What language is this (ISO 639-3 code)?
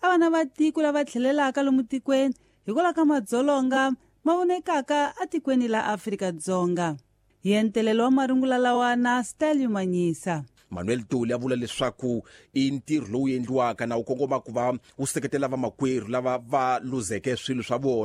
tso